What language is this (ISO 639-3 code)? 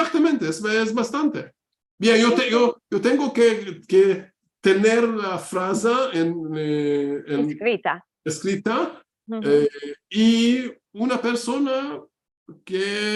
lad